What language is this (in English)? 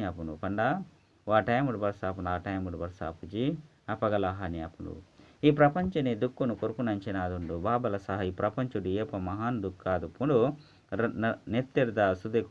Tulu